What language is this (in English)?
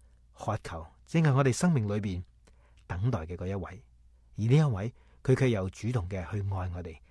Cantonese